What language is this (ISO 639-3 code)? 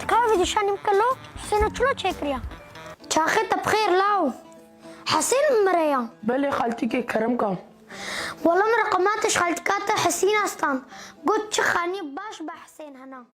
kur